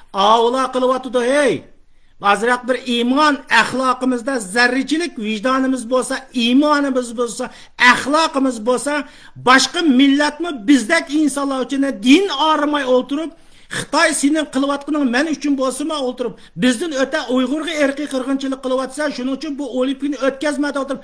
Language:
Uyghur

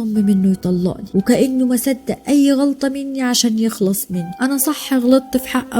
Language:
Egyptian Arabic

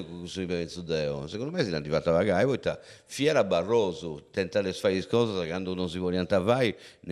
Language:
Sardinian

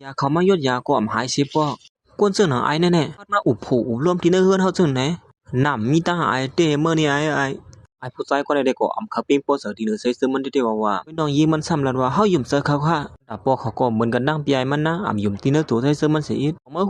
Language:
Shan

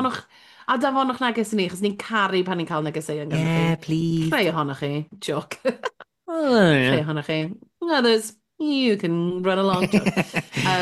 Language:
Welsh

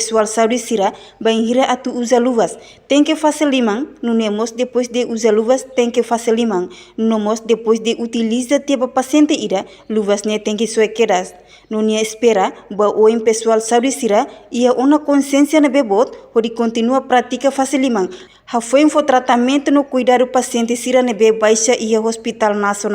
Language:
Tetum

